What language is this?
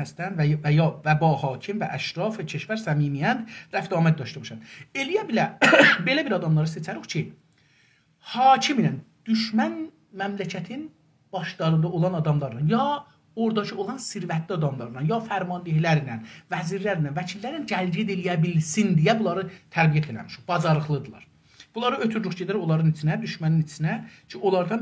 South Azerbaijani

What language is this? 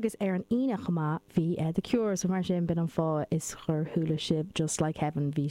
Irish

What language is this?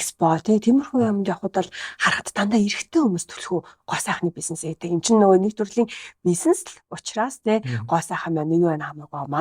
Mongolian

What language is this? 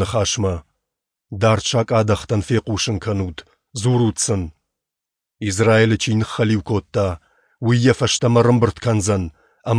Ossetic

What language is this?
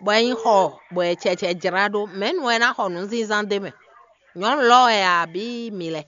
Fon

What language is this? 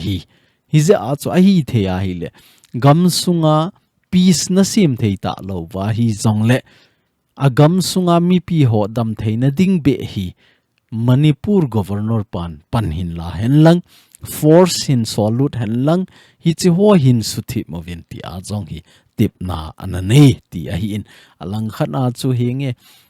Thado Chin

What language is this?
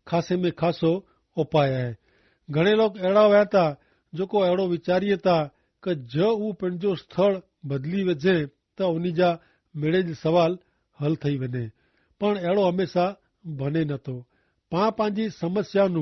Kachhi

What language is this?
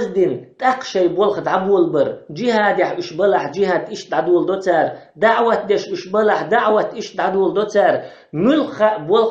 Chechen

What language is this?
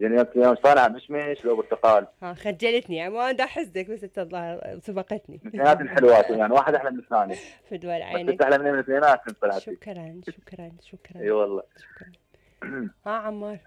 Mesopotamian Arabic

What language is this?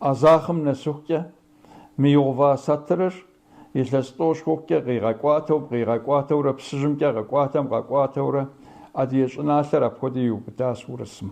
Kabardian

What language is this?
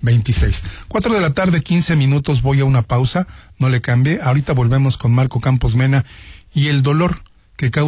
Spanish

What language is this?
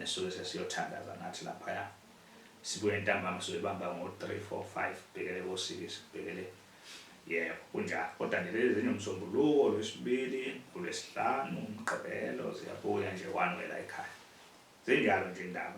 Zulu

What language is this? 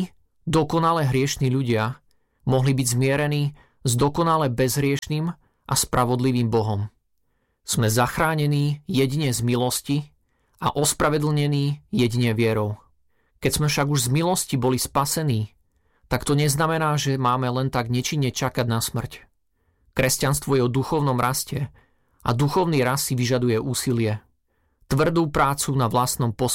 Slovak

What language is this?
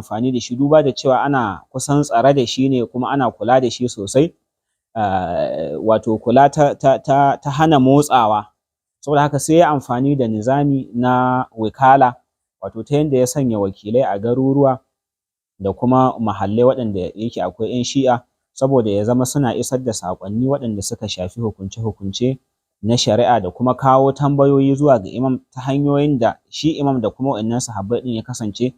Hausa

